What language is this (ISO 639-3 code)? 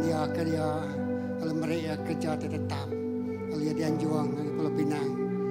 iba